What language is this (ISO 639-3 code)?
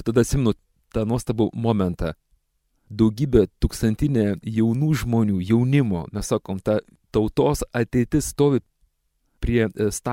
lit